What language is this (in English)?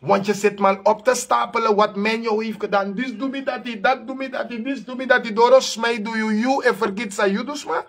Sranan Tongo